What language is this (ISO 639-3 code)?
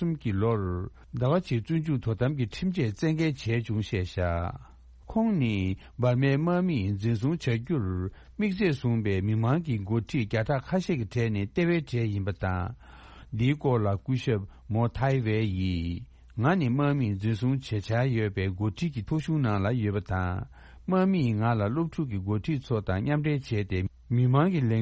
bod